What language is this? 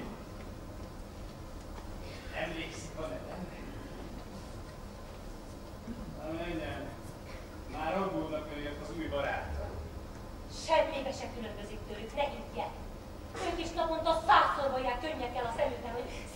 Hungarian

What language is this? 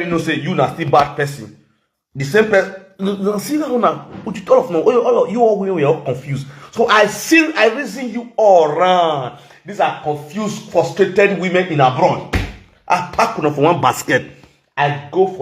Nigerian Pidgin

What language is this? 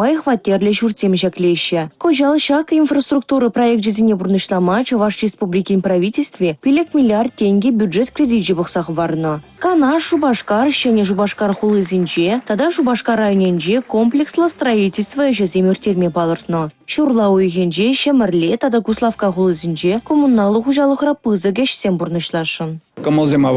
Chuvash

